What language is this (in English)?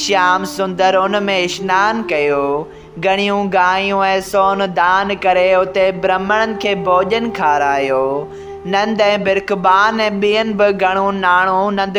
Sindhi